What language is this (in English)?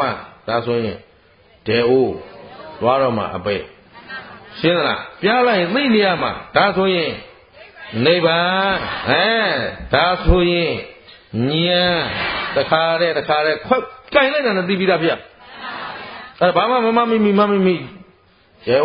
Burmese